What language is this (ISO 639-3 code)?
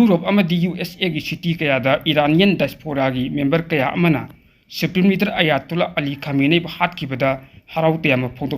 mni